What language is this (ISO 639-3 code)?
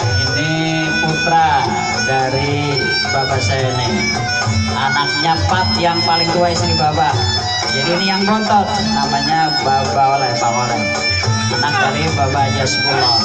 bew